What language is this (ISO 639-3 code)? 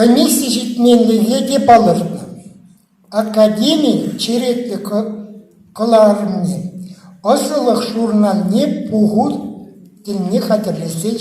chv